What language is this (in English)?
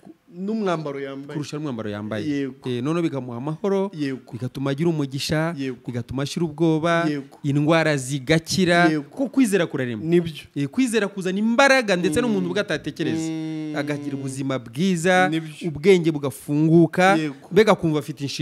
Kinyarwanda